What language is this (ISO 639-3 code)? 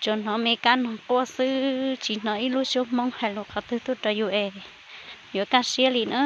hmn